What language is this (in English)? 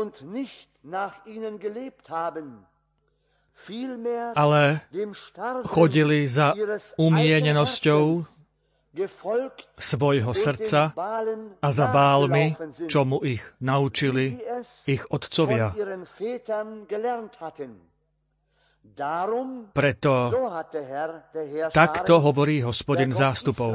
Slovak